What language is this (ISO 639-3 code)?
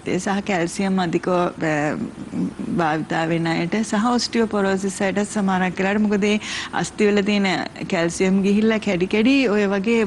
sin